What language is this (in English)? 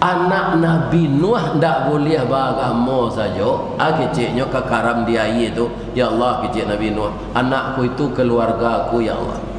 Minangkabau